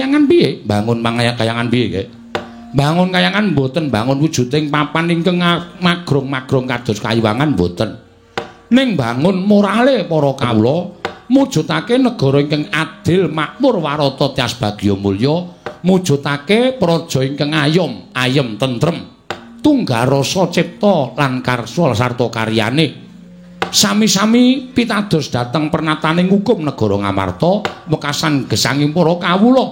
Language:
Javanese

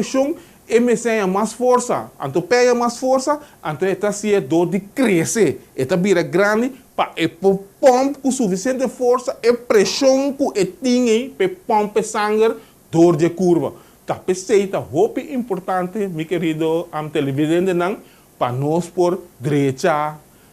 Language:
Papiamento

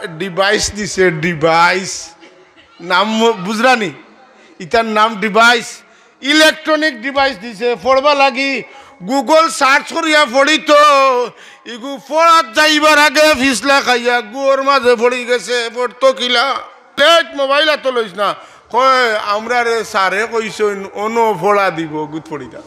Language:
Sylheti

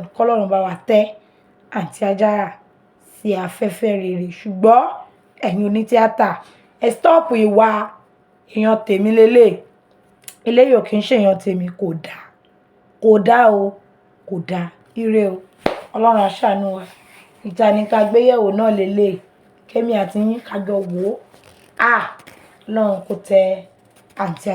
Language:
Yoruba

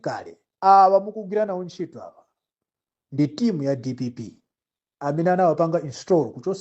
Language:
Nyanja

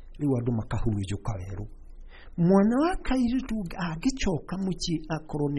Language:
Kikuyu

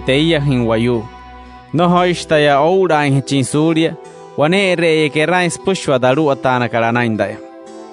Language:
Wayuu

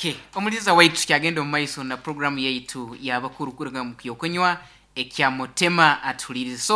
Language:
Nyankole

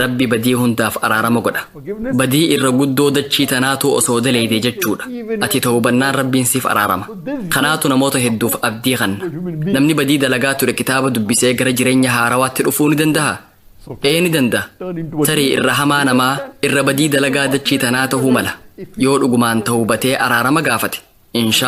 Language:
Oromo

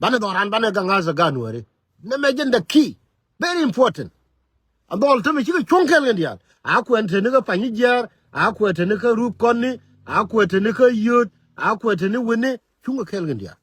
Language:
Nuer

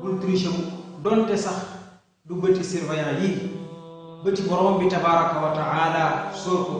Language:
Wolof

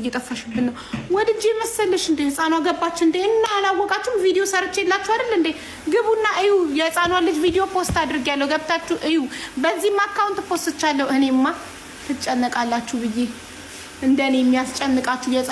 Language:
Amharic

